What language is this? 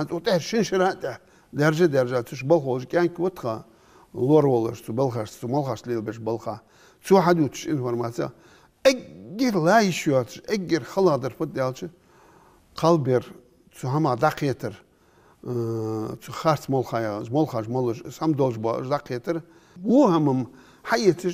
Ingush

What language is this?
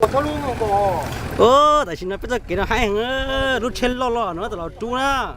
Hmong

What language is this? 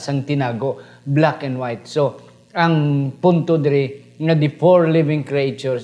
Hiligaynon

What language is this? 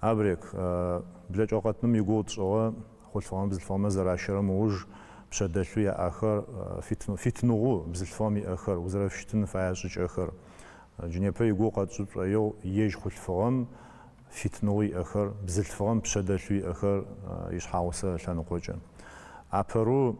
Adyghe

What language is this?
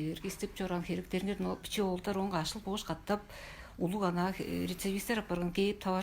Tuvinian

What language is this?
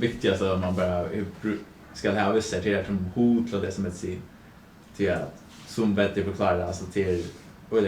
Faroese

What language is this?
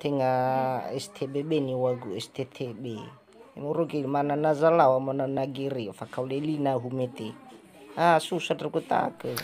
Nias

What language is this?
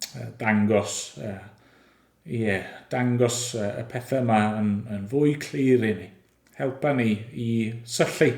Welsh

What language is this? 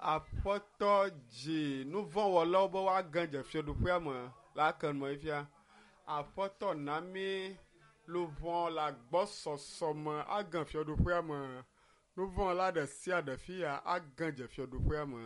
Ewe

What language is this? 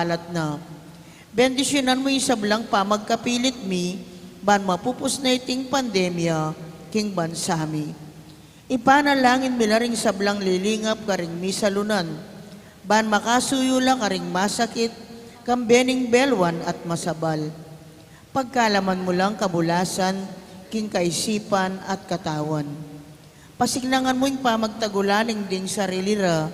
Pampanga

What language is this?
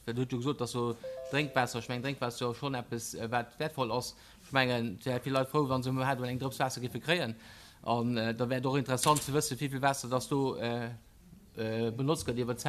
Luxembourgish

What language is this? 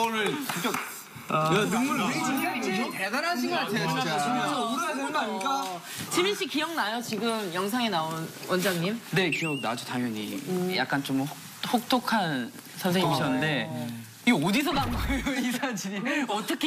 Korean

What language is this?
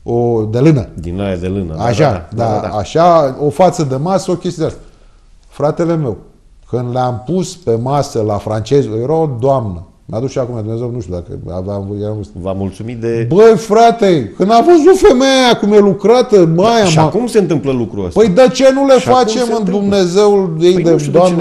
Romanian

